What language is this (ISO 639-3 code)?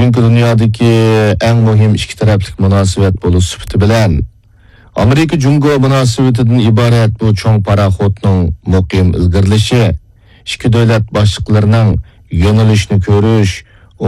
uig